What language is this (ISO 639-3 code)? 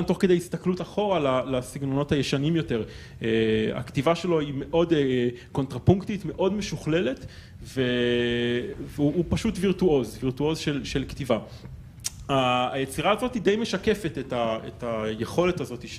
heb